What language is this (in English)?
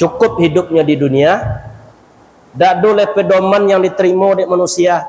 Minangkabau